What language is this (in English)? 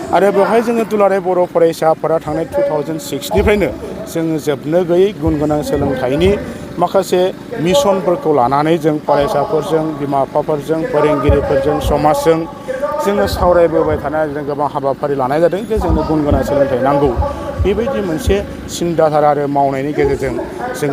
Bodo